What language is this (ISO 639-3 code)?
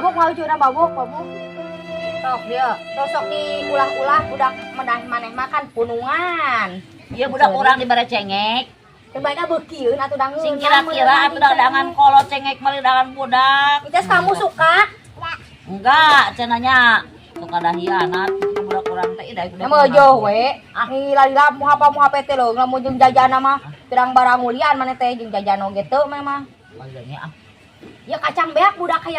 sun